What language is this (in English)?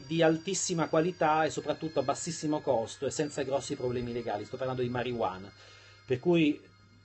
Italian